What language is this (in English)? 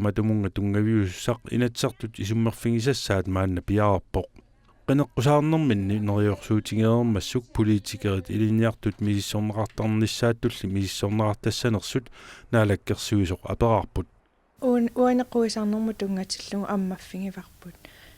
Kalaallisut